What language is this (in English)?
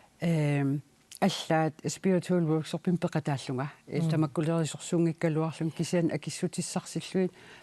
Kalaallisut